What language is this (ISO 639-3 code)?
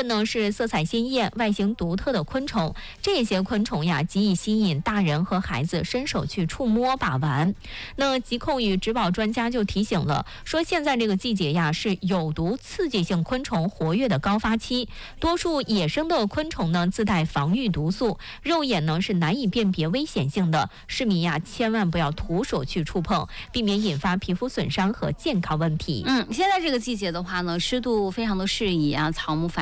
zho